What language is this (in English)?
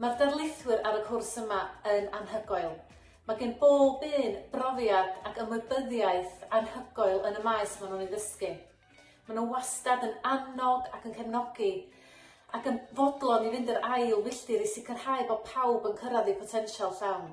Welsh